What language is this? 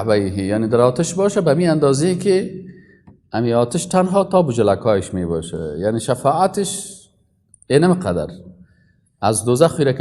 Persian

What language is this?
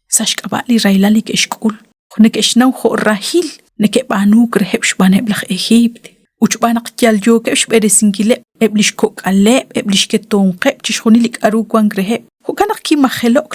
Kekchí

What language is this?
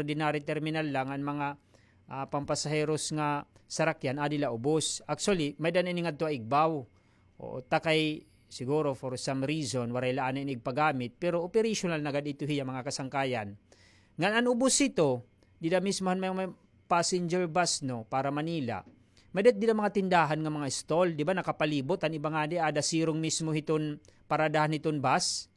Waray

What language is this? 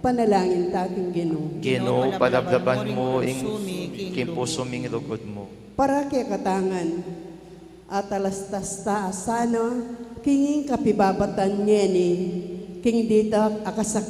Pampanga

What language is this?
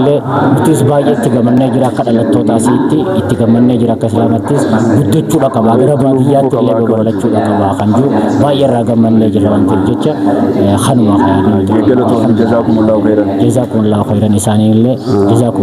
Oromo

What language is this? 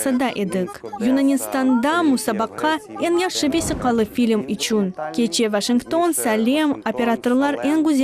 Crimean Tatar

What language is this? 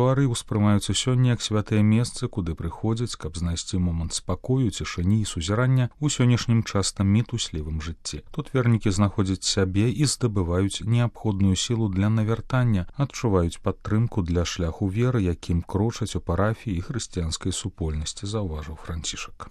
Belarusian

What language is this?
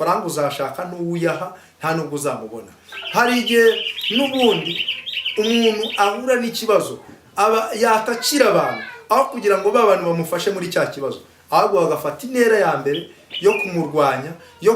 Kinyarwanda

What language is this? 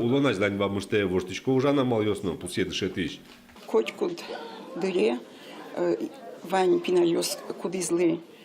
Udmurt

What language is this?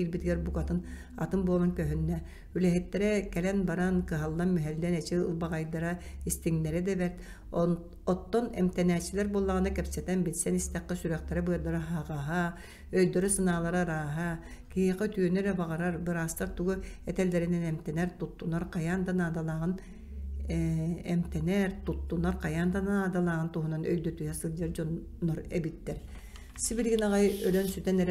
Yakut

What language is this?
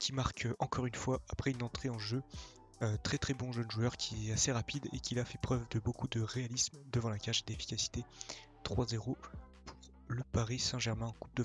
French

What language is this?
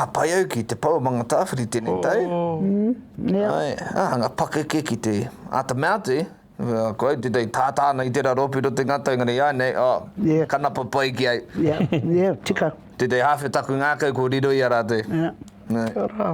Māori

